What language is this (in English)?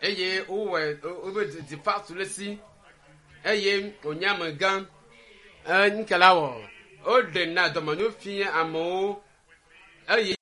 Ewe